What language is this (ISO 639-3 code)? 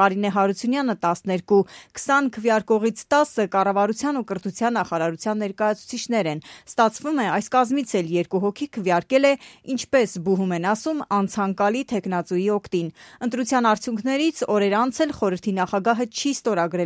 hye